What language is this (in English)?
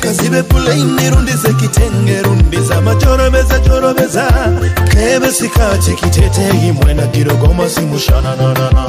Nyoro